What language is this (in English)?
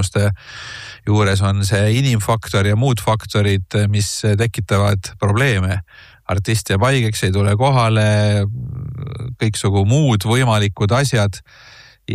Estonian